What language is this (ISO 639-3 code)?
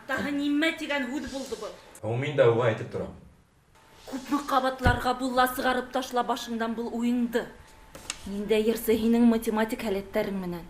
bak